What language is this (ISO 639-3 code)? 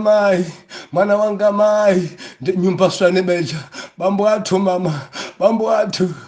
nya